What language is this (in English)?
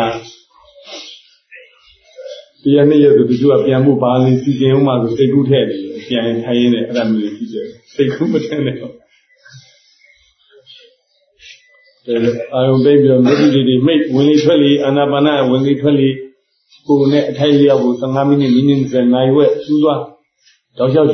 Burmese